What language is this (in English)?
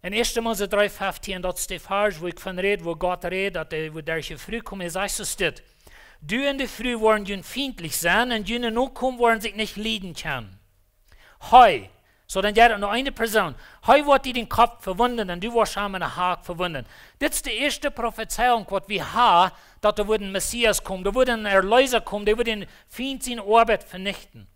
Plautdietsch